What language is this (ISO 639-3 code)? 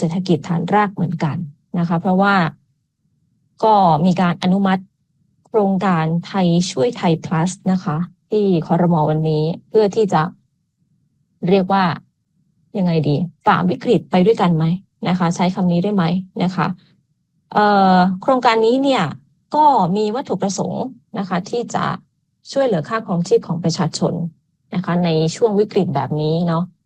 tha